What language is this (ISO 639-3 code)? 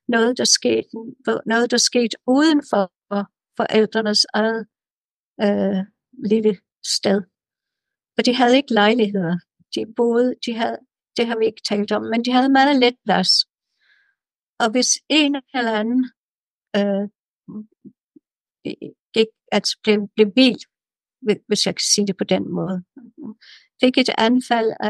dan